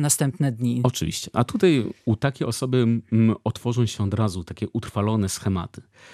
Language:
Polish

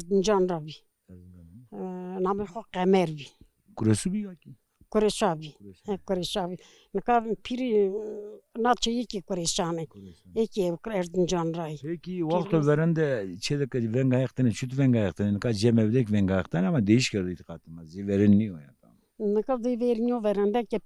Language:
Zaza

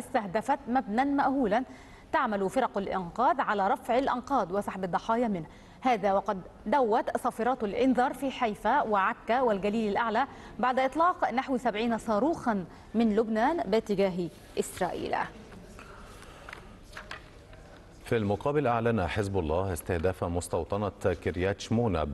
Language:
Arabic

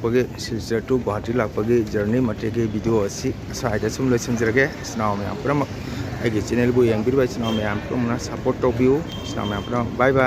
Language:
Manipuri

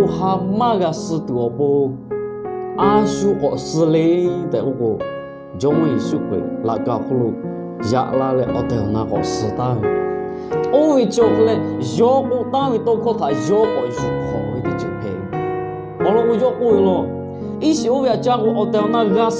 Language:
Lahu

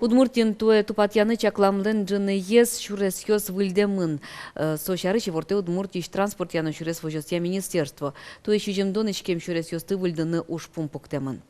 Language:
Udmurt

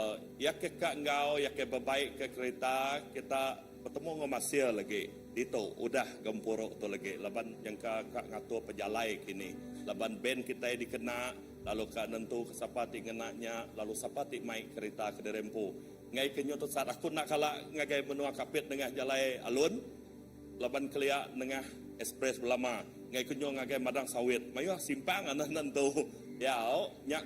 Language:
Iban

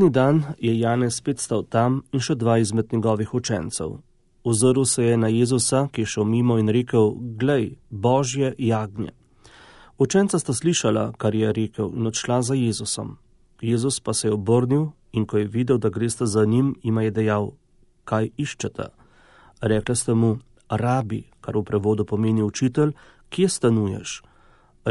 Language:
Slovenian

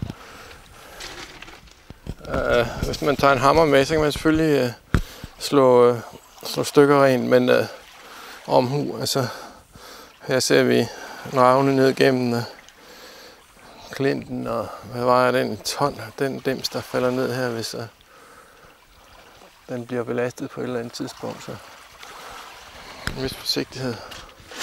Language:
Danish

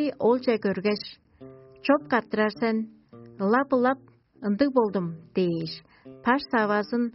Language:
Tuvinian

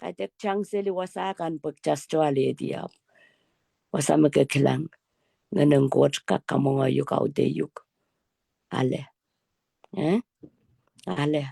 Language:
Pohnpeian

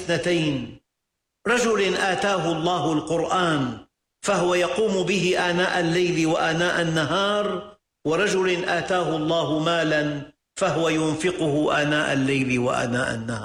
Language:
Arabic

